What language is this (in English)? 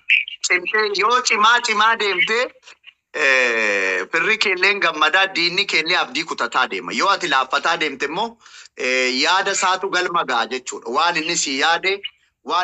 Oromo